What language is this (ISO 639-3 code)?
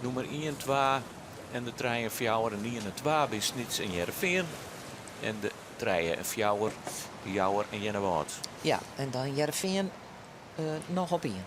fry